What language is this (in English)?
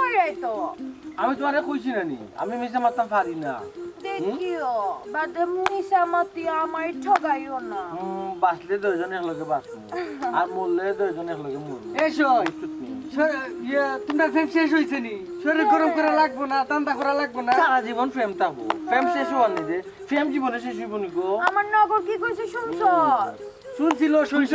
Sylheti